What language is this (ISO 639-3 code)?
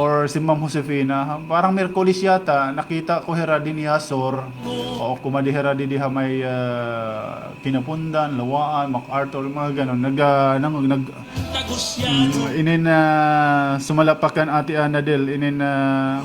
war